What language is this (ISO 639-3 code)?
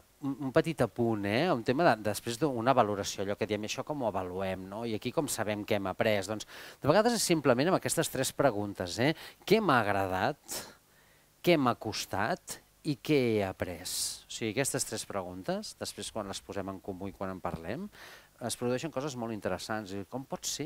cat